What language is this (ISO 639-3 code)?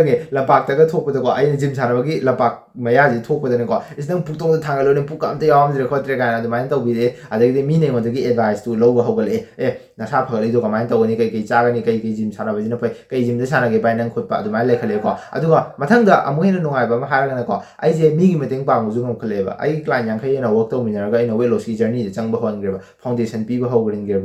mni